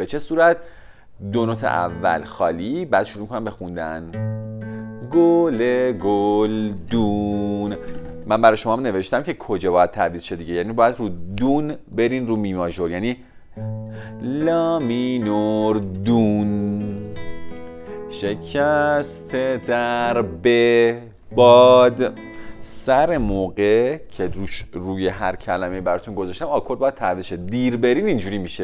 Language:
Persian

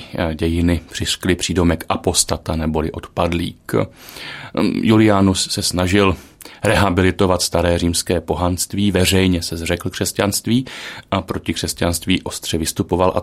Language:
Czech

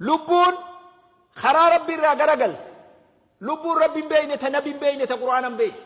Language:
Oromo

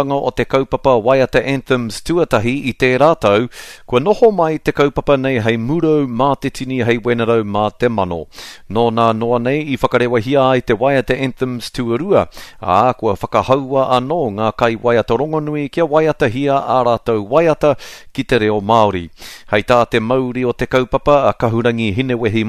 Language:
Māori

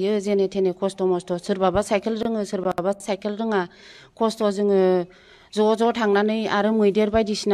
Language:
Bodo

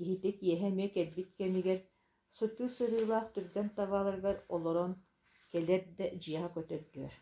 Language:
Yakut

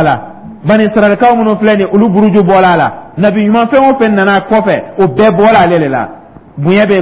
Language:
Dyula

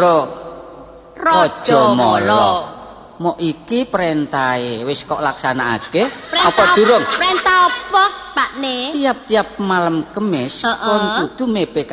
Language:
Javanese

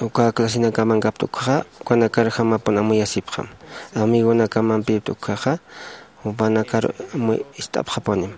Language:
Aymara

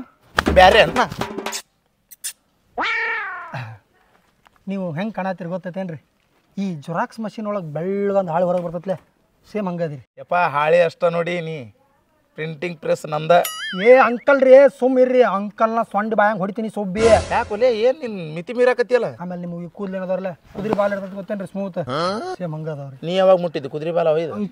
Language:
Kannada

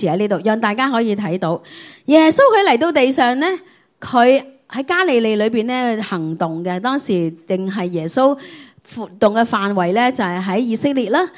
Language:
Cantonese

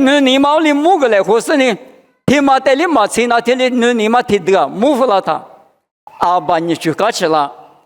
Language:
Lisu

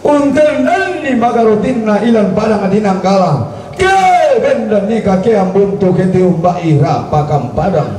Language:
Toraja-Sa'dan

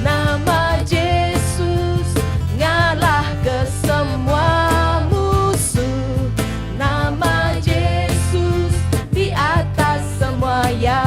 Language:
Iban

